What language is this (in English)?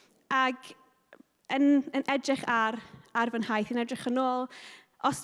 Welsh